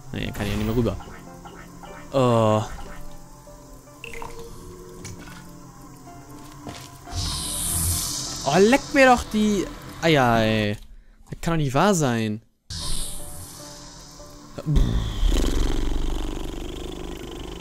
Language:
German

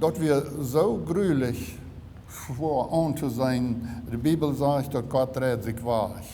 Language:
Plautdietsch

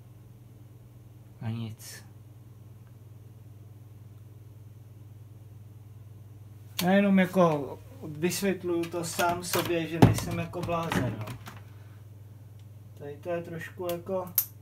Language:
Czech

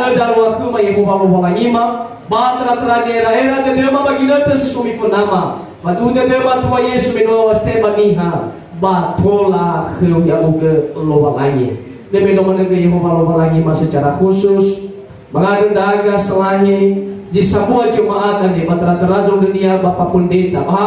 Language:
Nias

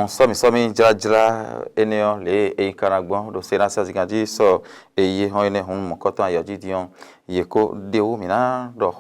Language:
Fon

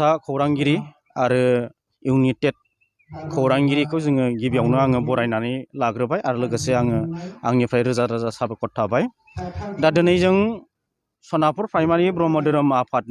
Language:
Bodo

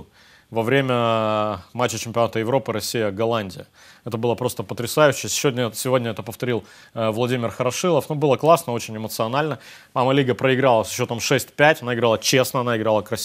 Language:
Russian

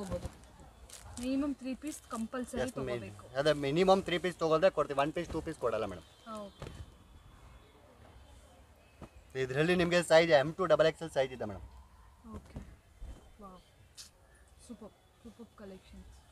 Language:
Kannada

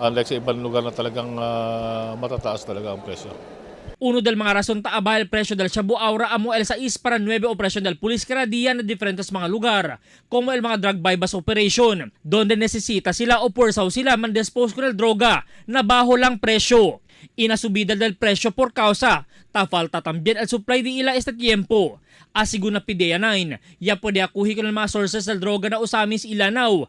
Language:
Chavacano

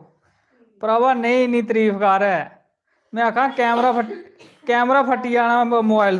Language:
Dogri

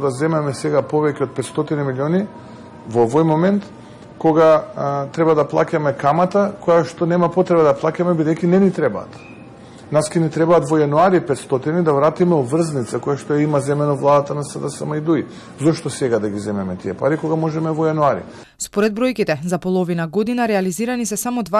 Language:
Macedonian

